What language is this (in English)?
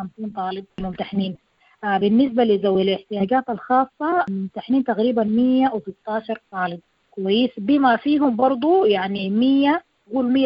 Sudanese Arabic